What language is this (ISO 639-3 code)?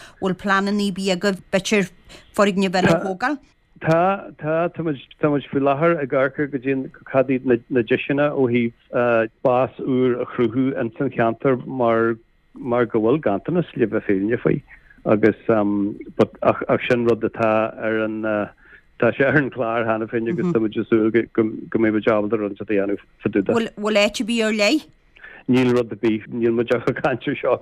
gle